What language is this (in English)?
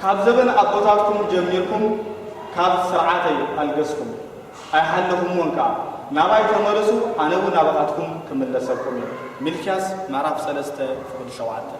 Tigrinya